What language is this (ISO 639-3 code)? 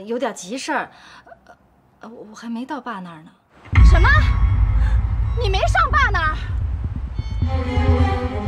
zho